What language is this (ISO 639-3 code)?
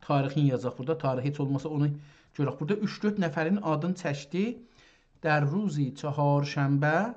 azb